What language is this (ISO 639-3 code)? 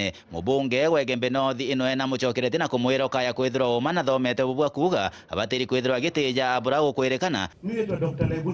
mer